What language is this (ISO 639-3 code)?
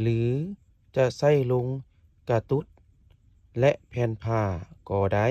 lao